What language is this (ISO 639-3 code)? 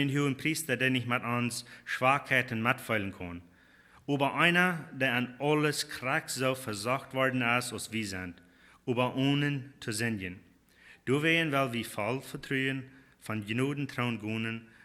pdt